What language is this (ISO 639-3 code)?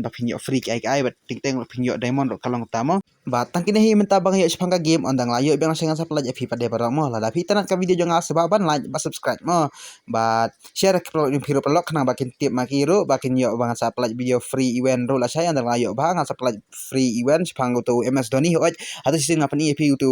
kha